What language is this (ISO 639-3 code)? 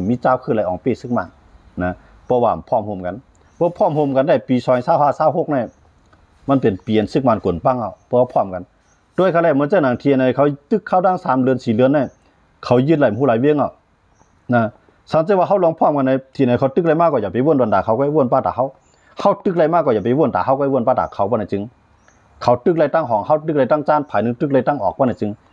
shn